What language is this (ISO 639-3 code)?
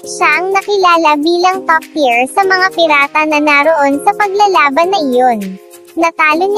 fil